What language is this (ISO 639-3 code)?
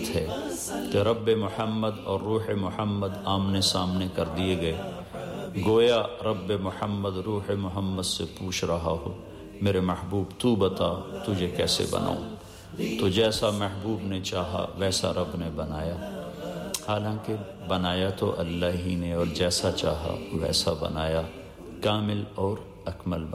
urd